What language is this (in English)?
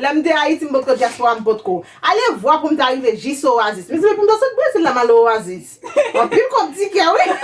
Haitian Creole